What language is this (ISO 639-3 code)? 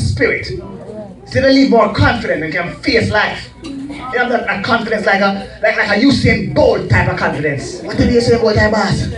jam